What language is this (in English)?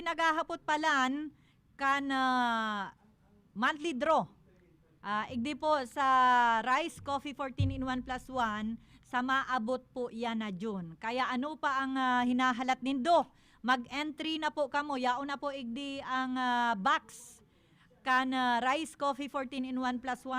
Bikol